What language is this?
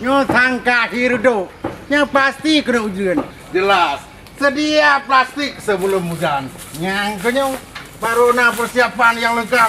Achinese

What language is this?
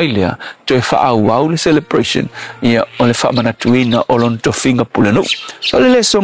Samoan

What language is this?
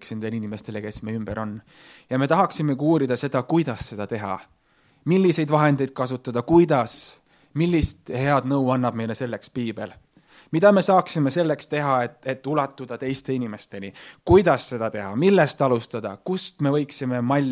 Estonian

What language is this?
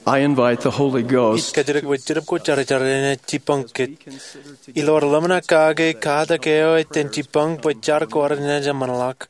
Marshallese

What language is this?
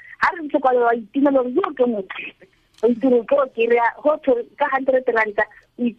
Tswana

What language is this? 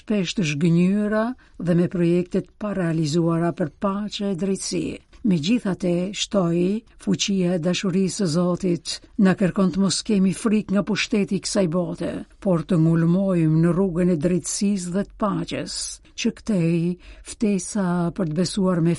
Albanian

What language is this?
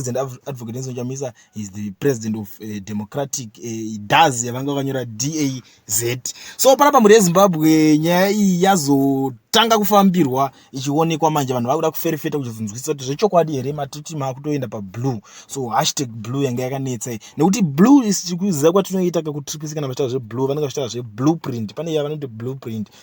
Shona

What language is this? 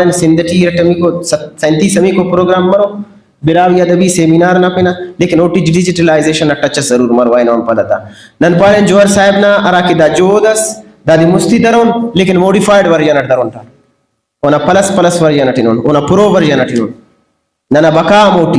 Brahui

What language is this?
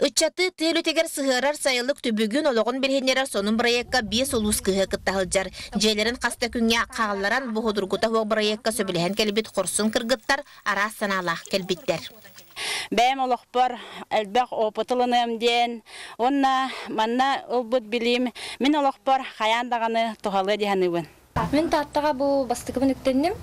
Yakut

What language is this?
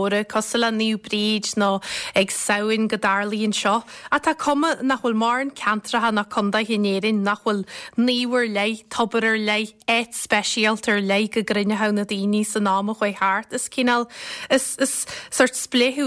Irish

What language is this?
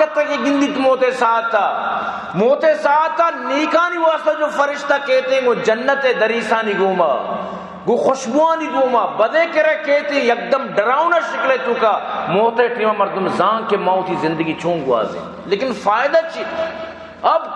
Baluchi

